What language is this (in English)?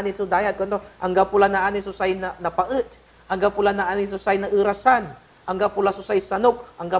Pangasinan